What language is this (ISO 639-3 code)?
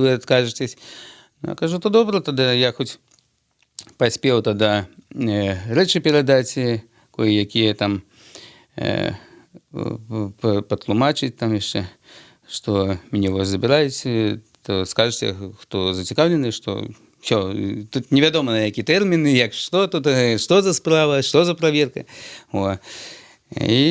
bel